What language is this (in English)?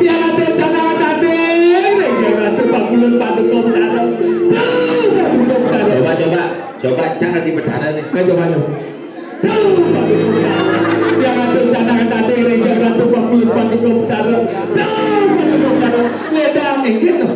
Balinese